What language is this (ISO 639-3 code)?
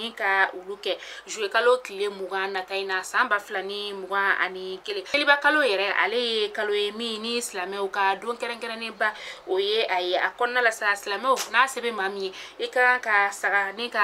bam